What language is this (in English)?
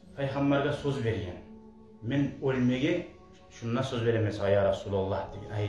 Kumyk